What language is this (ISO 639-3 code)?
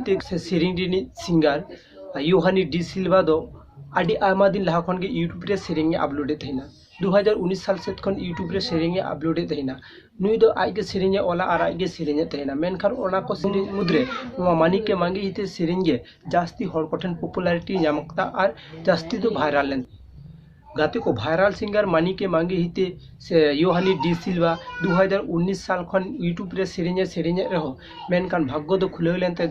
sat